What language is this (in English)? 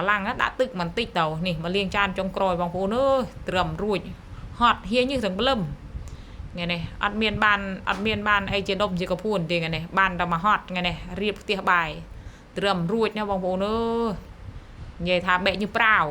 Khmer